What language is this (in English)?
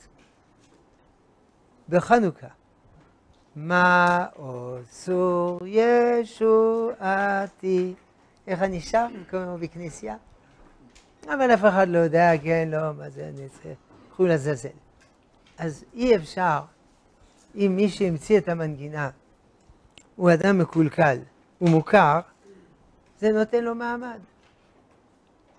Hebrew